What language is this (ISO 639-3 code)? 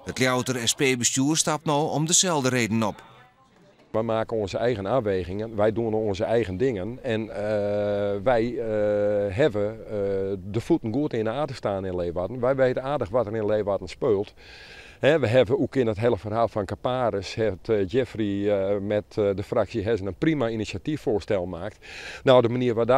fry